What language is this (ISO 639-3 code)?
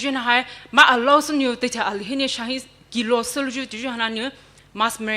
pmx